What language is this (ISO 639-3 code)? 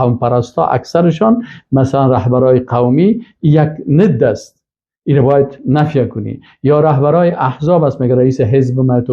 fas